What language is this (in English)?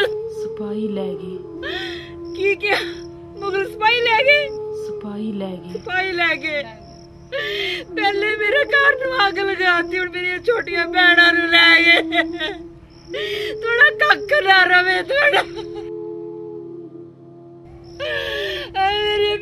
Punjabi